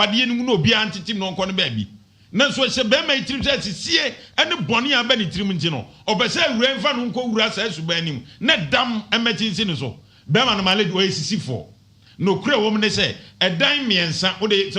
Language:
Akan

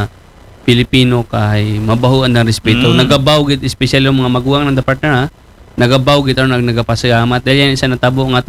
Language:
Aklanon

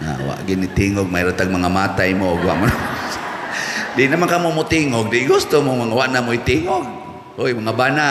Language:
Cebuano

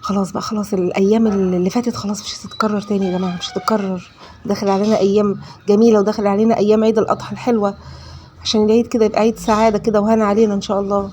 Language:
Egyptian Arabic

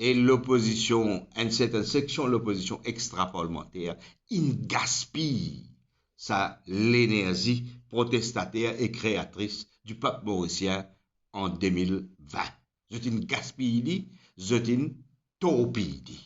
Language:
Morisyen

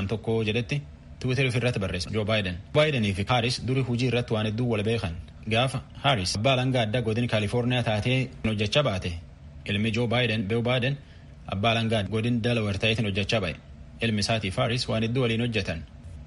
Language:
Oromo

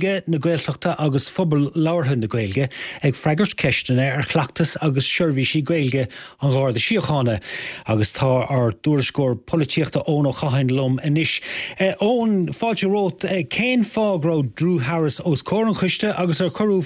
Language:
Irish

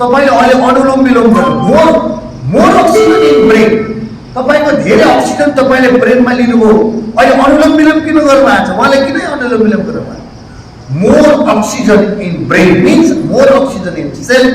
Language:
Nepali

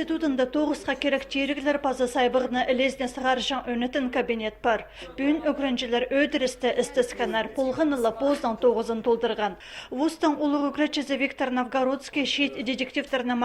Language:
Khakas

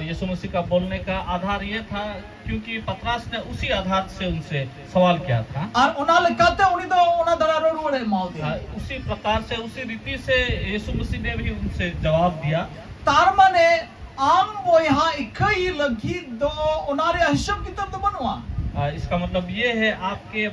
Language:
Santali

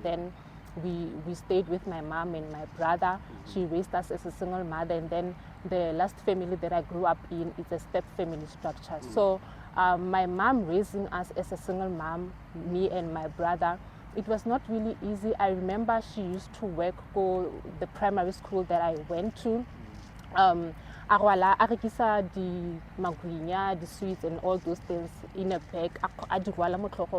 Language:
Tswana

